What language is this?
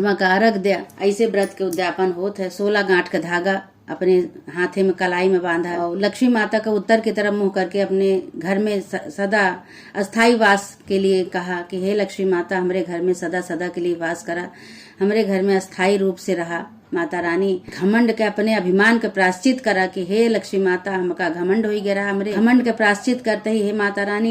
Awadhi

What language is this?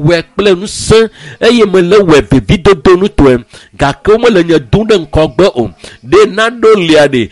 Ewe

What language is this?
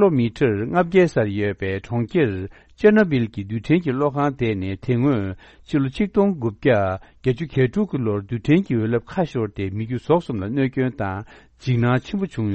Tibetan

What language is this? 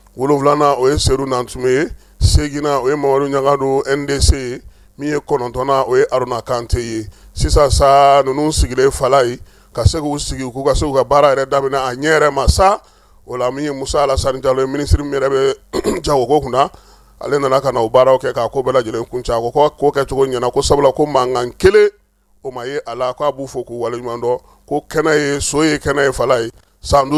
Bambara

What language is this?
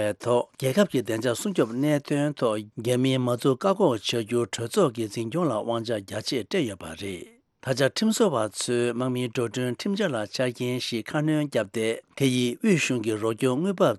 Tibetan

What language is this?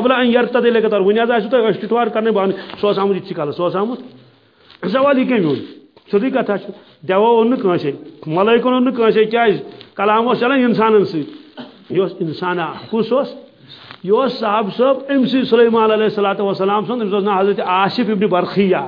Kashmiri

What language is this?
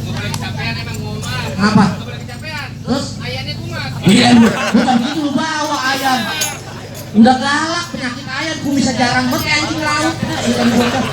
Betawi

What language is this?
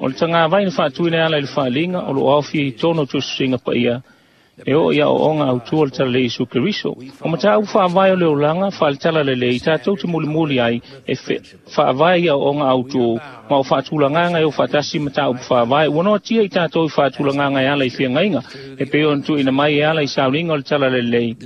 Samoan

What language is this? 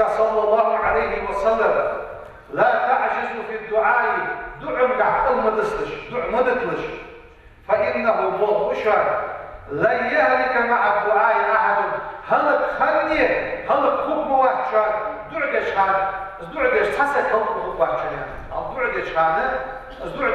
Ingush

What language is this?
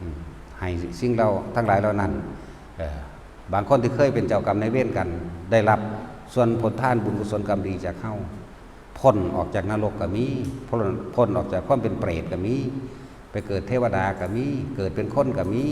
Northeastern Thai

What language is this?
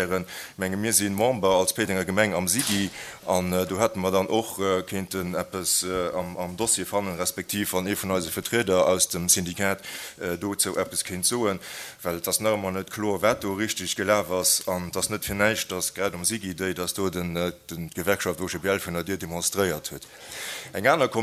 Luxembourgish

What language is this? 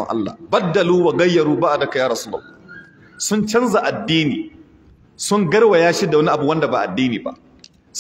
Hausa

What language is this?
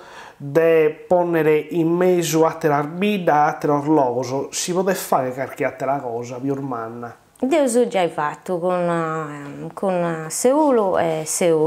Sardinian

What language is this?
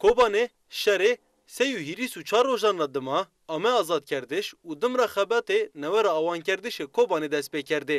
Zaza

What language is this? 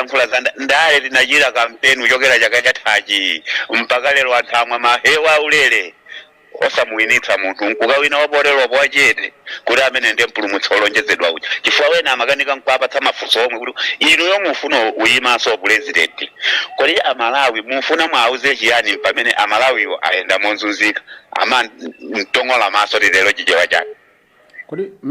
Nyanja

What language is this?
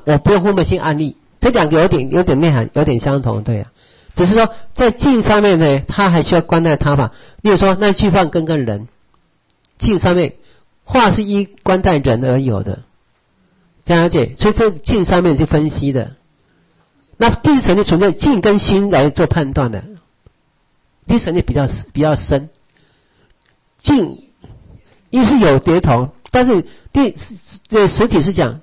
Chinese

